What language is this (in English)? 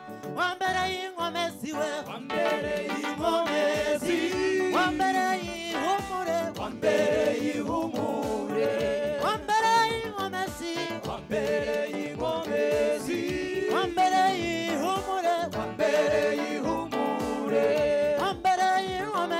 Kinyarwanda